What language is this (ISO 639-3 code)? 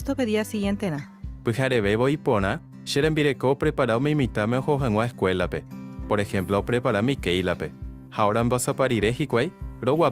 grn